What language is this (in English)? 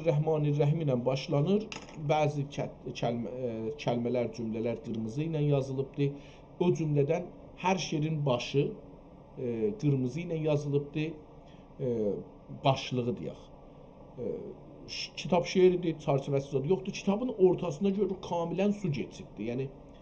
South Azerbaijani